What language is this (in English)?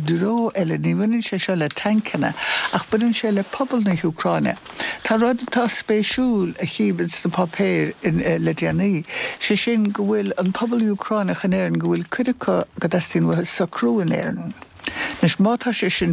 Irish